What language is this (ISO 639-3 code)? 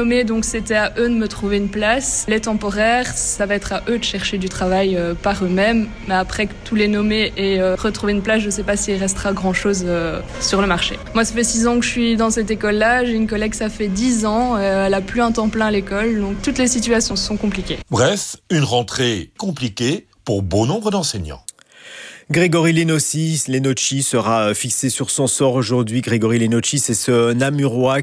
fra